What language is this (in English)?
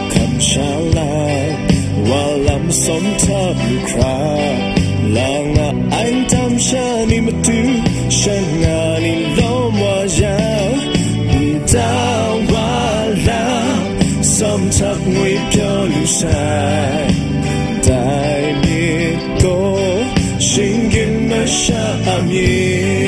Kachin